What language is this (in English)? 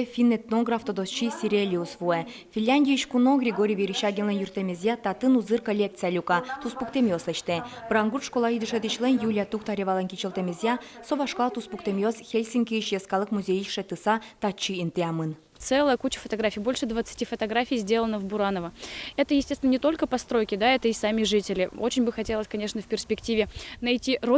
Udmurt